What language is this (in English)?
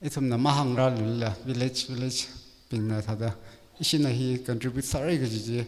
Tangkhul Naga (India)